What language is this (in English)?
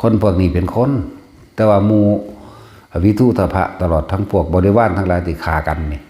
Lao